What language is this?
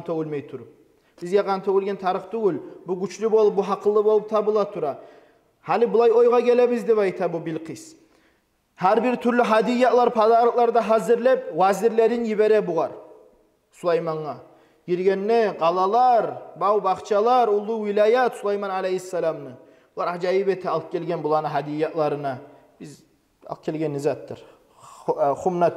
Kumyk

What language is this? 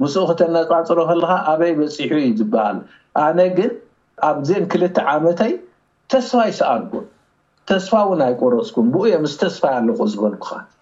Tigrinya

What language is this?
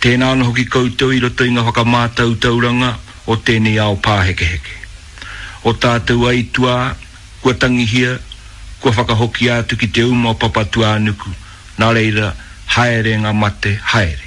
Māori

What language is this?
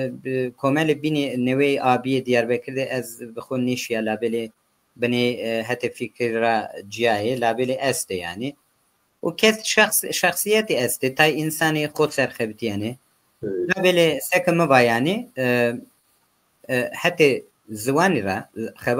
Zaza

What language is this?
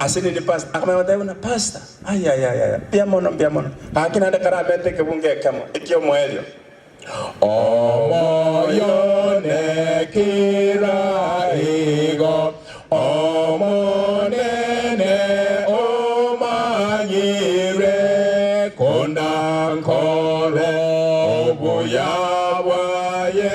Gusii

